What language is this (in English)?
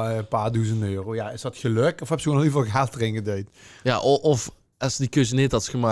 Limburgish